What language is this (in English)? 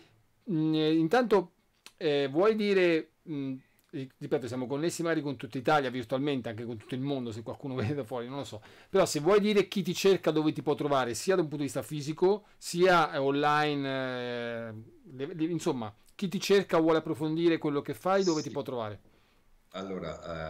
Italian